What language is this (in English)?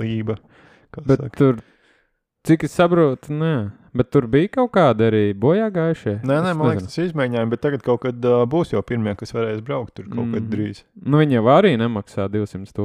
Latvian